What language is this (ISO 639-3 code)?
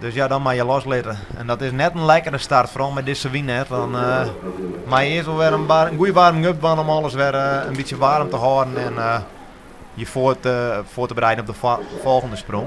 fry